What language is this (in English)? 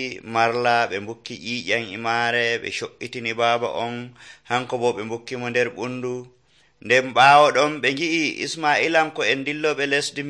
Nigerian Fulfulde